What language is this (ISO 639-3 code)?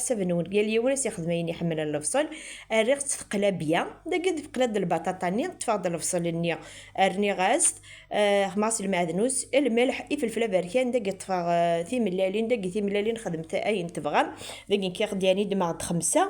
kab